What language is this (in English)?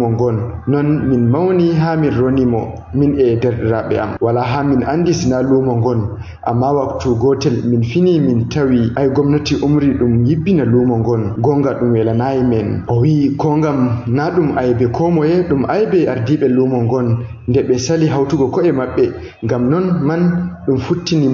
Fula